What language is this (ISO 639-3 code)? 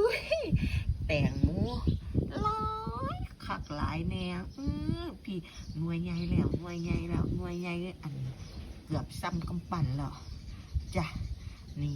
tts